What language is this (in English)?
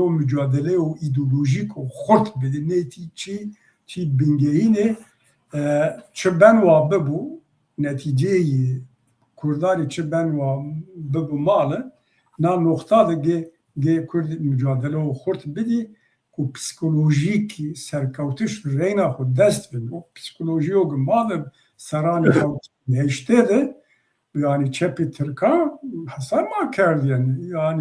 Zaza